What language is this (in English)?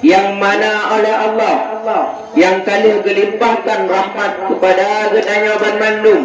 Achinese